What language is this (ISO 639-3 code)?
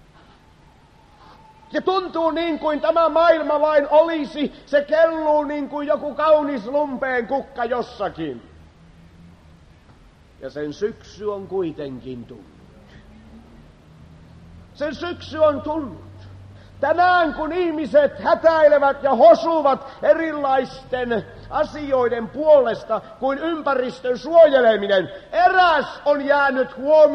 fin